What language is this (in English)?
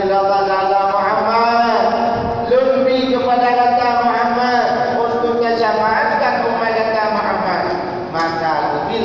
Achinese